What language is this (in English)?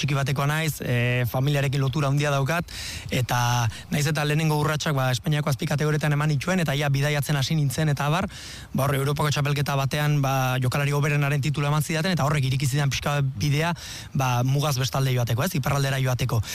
Basque